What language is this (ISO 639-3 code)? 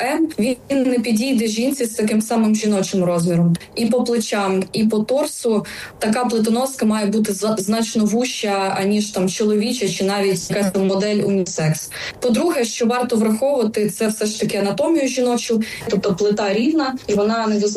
ukr